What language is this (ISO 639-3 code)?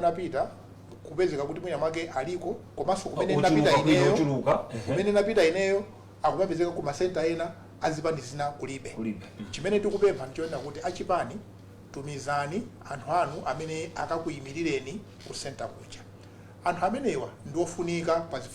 nya